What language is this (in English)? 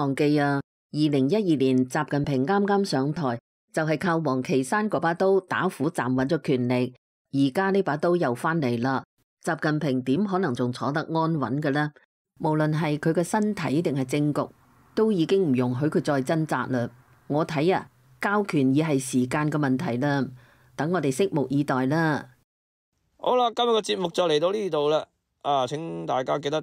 Cantonese